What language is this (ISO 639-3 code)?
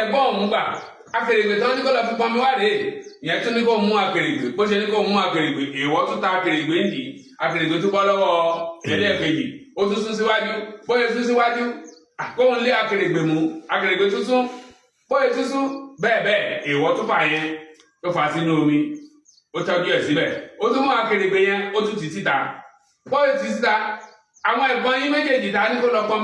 yor